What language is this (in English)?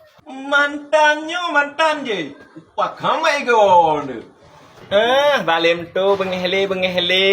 Achinese